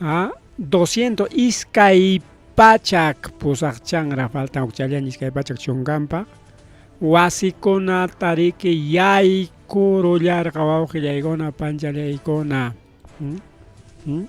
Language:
Ayacucho Quechua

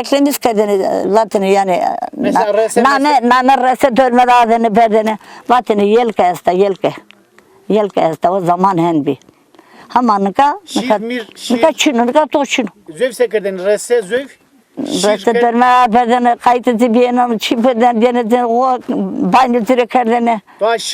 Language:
Zaza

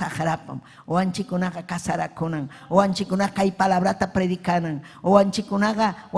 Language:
Ayacucho Quechua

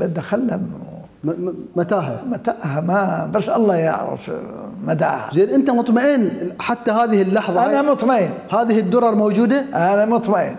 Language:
Mesopotamian Arabic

